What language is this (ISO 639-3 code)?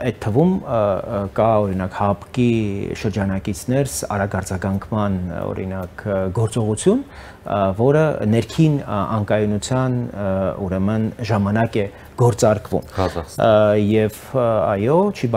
hye